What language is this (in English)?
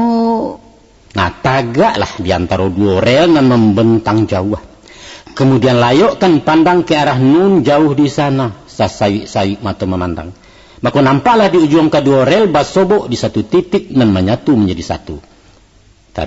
Minangkabau